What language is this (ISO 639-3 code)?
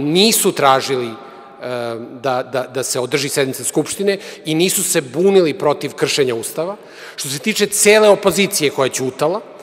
srp